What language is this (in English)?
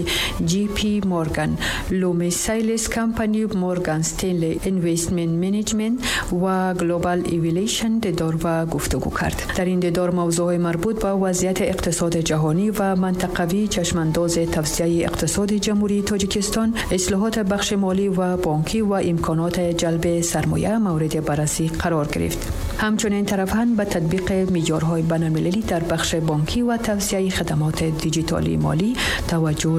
Tajik